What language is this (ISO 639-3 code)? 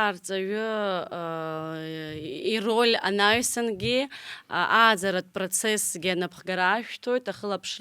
abk